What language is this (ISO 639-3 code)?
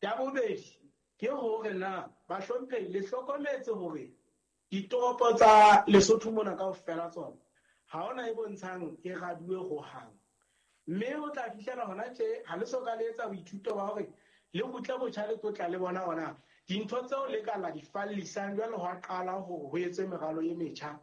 sot